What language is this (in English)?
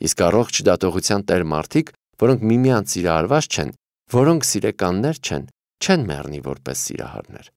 Armenian